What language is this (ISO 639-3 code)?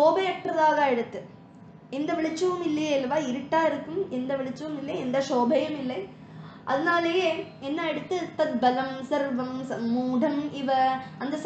tam